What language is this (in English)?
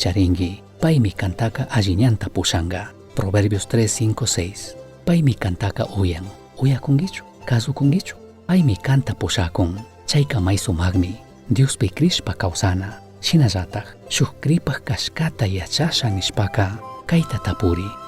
Chimborazo Highland Quichua